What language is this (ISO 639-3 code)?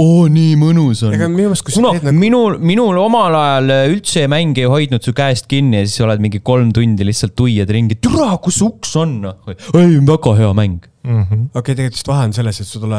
est